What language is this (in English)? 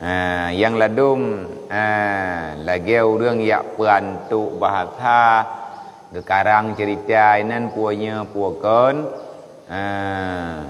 Achinese